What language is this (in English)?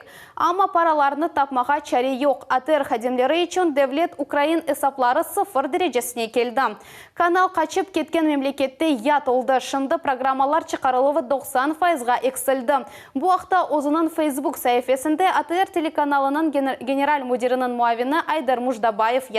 Crimean Tatar